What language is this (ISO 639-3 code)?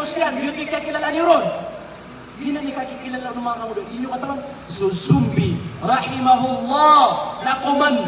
mrw